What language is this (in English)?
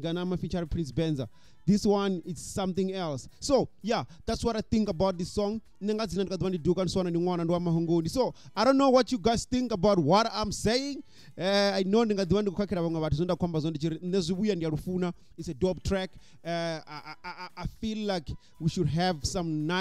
Venda